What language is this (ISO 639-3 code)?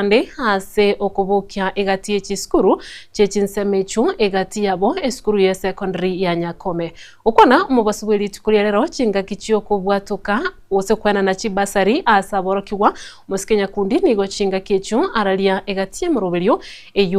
guz